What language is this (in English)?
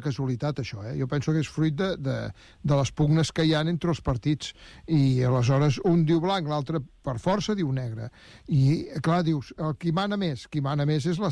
Catalan